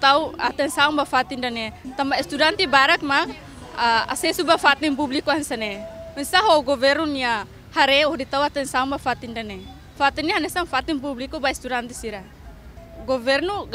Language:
Tetum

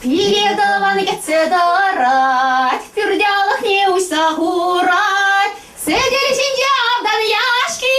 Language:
Chuvash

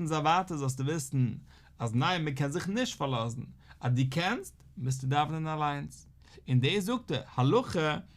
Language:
Yiddish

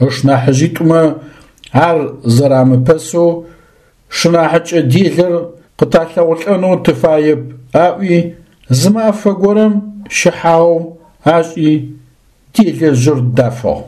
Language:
Adyghe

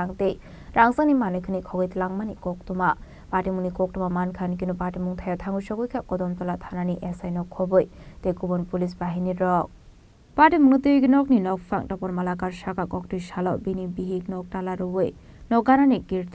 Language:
Kok Borok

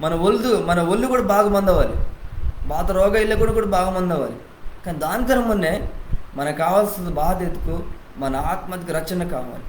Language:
Koya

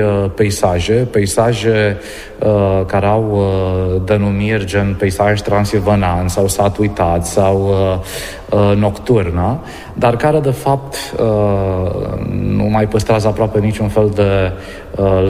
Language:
Romanian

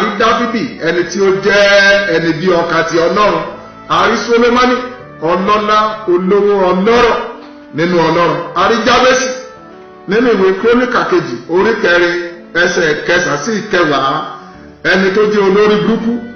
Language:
Yoruba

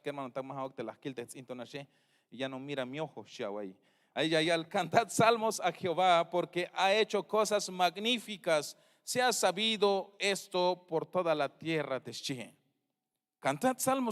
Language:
Tzeltal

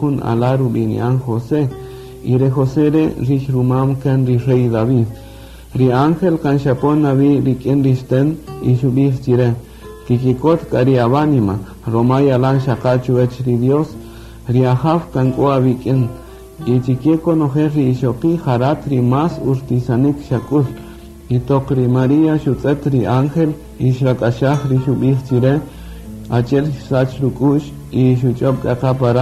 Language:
Kaqchikel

